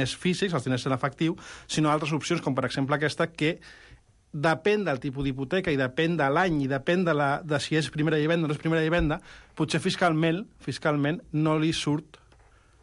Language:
Catalan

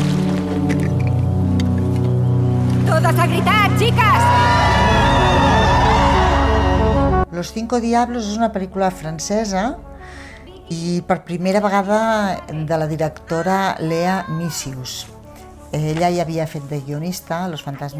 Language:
Catalan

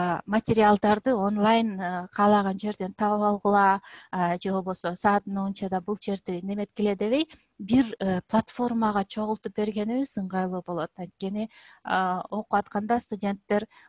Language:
Kyrgyz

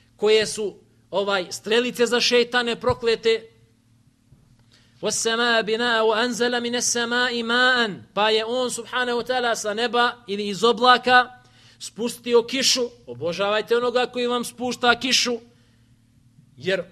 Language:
Bosnian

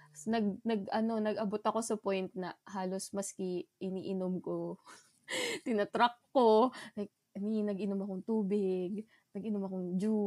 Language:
Bikol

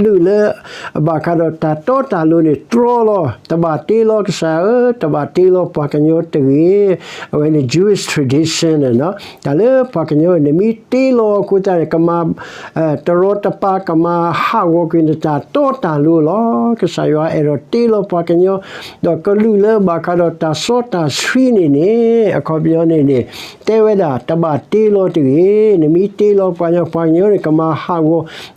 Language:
S'gaw Karen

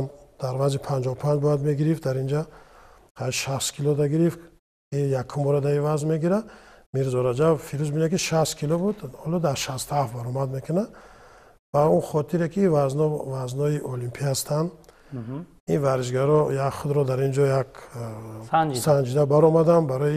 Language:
Tajik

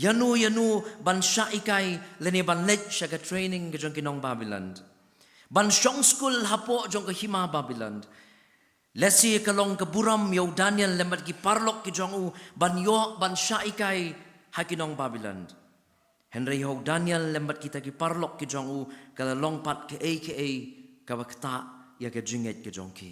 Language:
Khasi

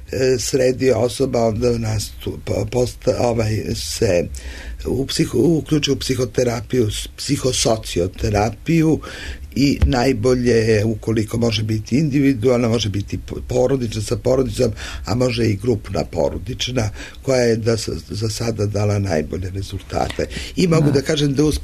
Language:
Serbian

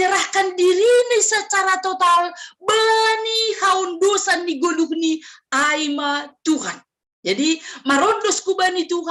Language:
Batak Simalungun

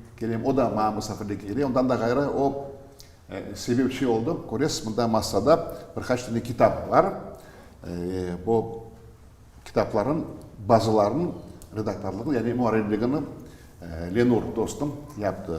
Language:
Crimean Tatar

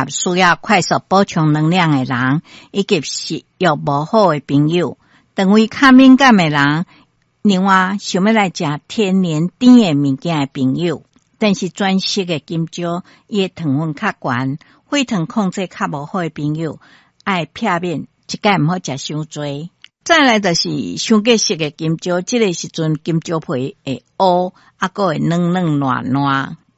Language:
Min Nan Chinese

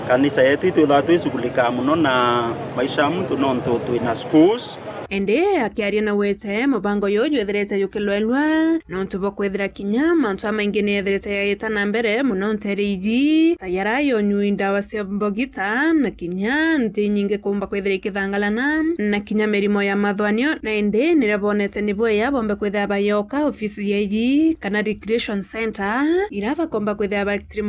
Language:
Meru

